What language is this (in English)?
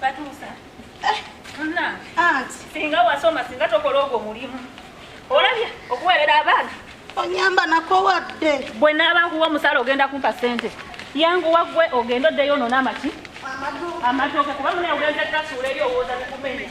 Ganda